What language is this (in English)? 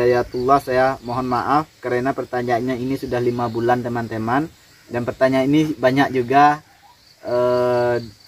Indonesian